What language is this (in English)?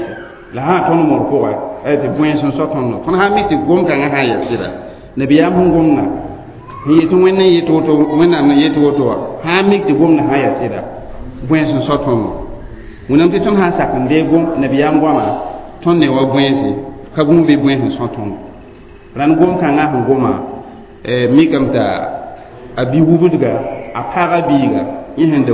Mossi